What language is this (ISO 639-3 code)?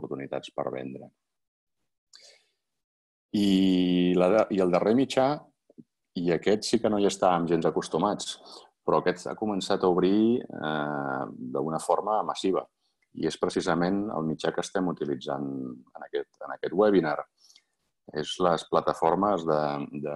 cat